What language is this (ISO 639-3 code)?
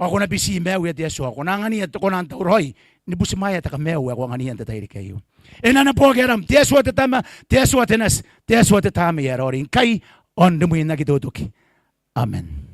gil